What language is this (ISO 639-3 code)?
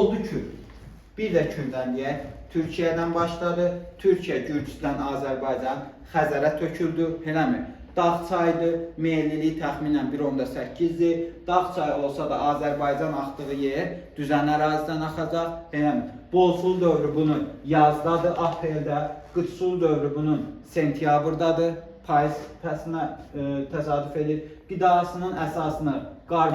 aze